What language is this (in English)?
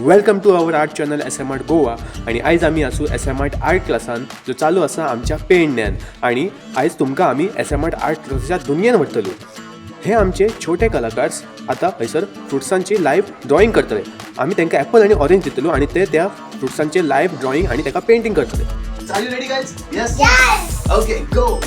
Konkani